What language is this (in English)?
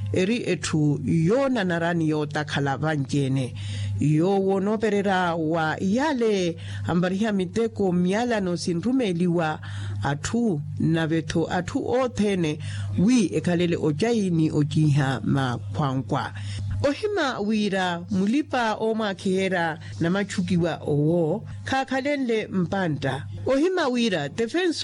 Makhuwa